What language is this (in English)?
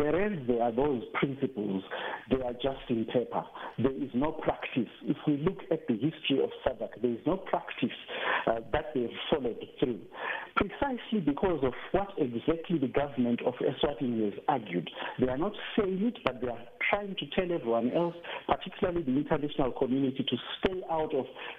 English